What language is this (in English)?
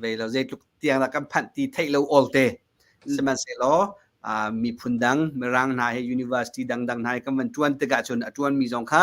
Hakha Chin